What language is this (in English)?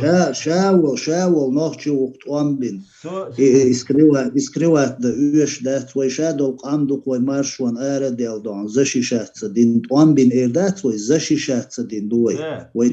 Chechen